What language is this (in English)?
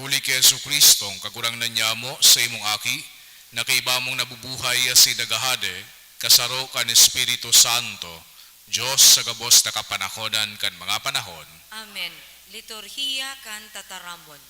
Bikol